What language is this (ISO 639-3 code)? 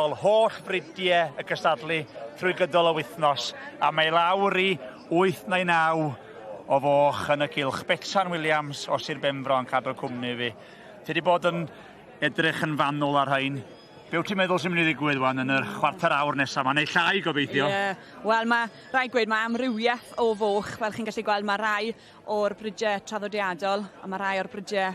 cym